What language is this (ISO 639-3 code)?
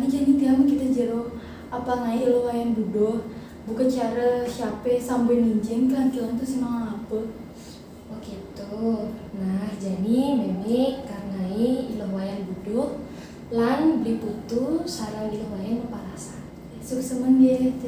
ban